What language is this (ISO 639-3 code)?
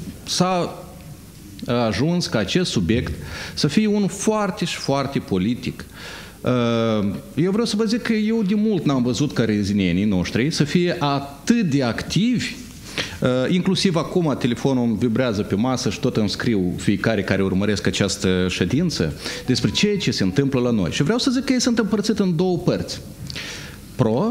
ron